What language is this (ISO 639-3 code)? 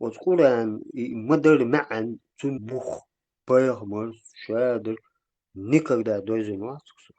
che